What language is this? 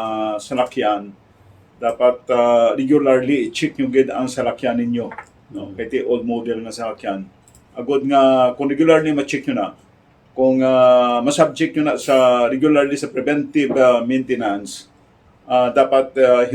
Hiligaynon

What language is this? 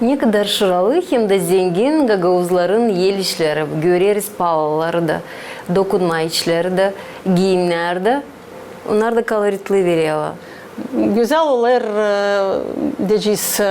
Gagauz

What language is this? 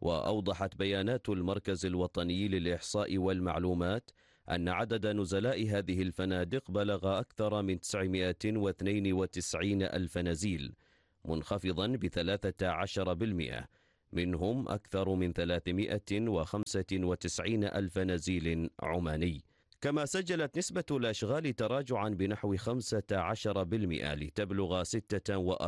Arabic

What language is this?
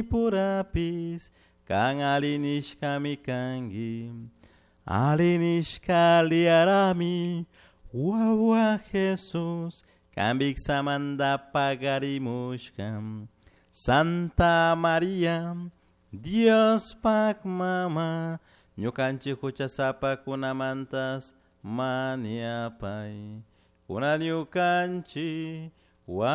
Chimborazo Highland Quichua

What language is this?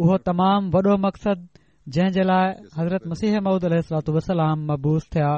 Sindhi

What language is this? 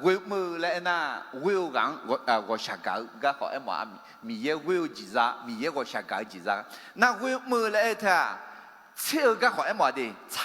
Akha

